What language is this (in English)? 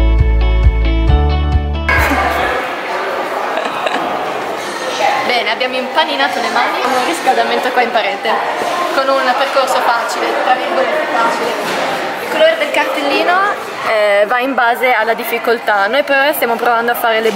Italian